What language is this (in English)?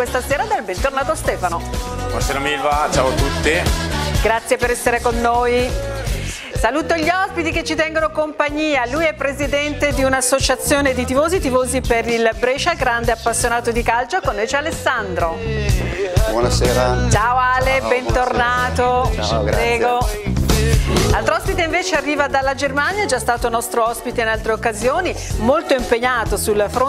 Italian